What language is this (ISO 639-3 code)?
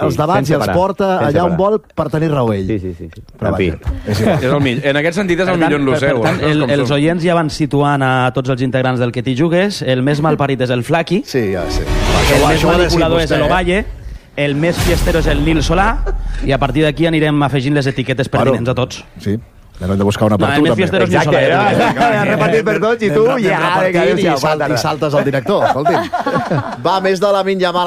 cat